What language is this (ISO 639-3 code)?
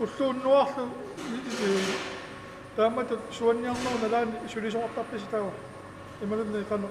kal